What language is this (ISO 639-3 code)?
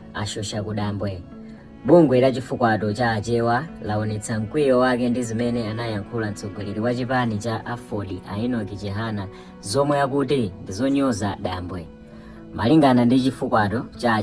nya